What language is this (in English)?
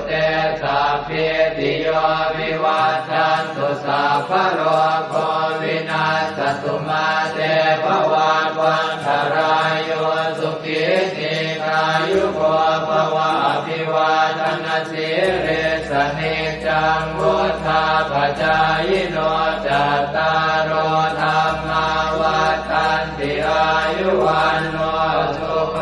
Pali